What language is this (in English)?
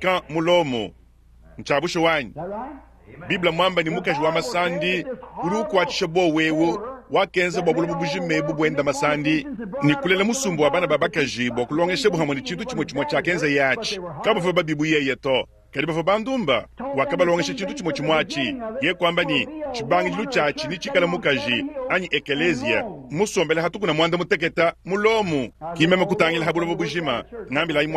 Luba-Lulua